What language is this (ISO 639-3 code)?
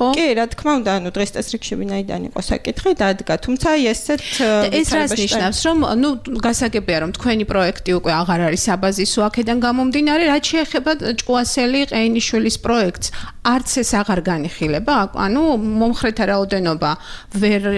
kat